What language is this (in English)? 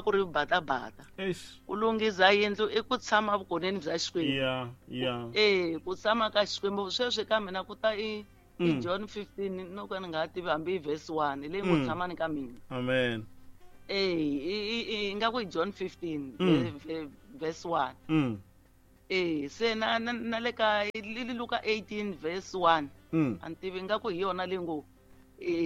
Tsonga